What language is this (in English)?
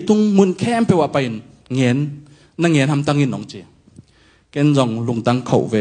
Tedim Chin